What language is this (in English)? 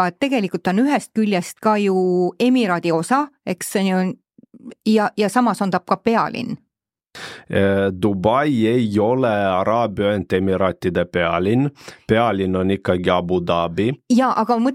Estonian